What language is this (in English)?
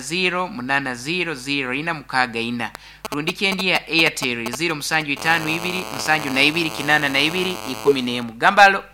Nyankole